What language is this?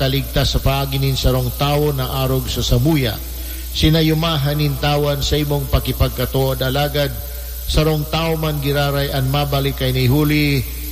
Bikol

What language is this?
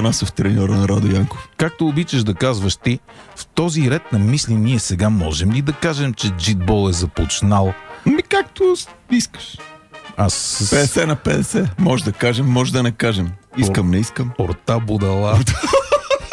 Bulgarian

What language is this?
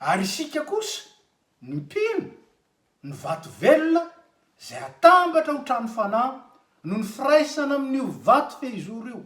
Malagasy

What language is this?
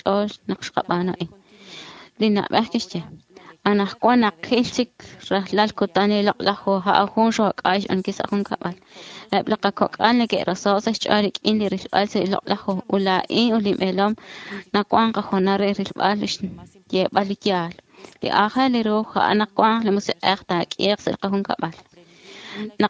Kekchí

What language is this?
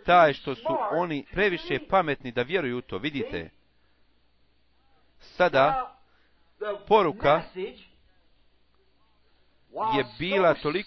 Bosnian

